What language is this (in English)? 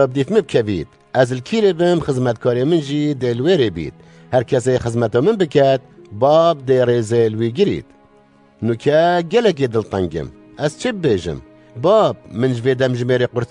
Kurdish